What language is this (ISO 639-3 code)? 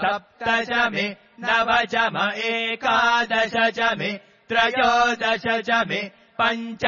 san